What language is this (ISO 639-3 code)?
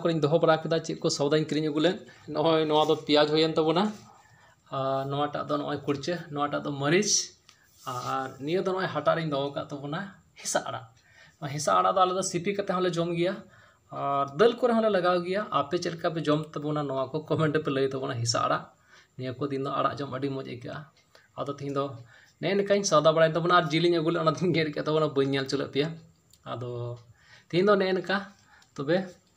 sat